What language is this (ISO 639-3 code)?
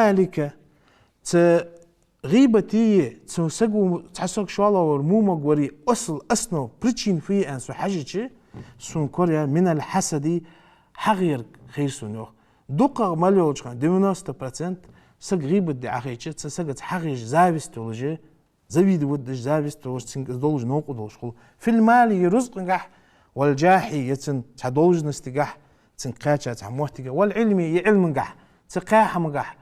inh